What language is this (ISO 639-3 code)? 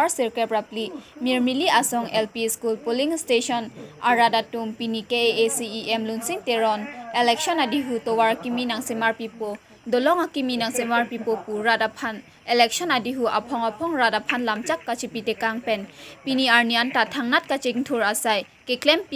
mjw